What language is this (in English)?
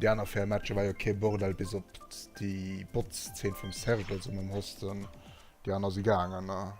Luxembourgish